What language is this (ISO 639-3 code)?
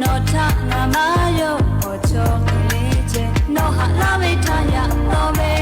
lhu